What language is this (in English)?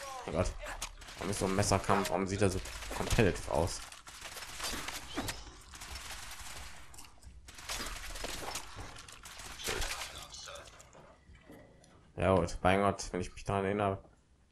German